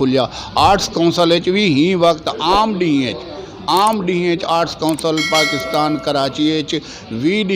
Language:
Saraiki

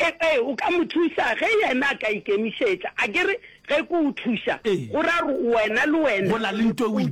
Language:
Northern Sotho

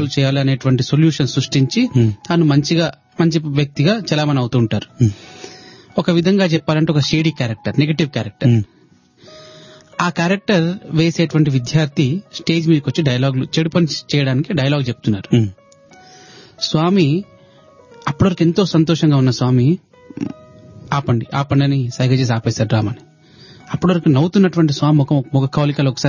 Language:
Telugu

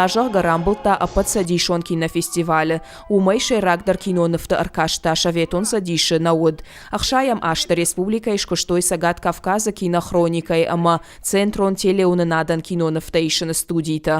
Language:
Ossetic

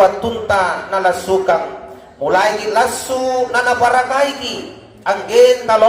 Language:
Makasar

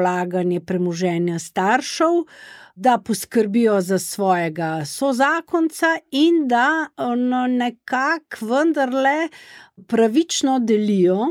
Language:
Slovenian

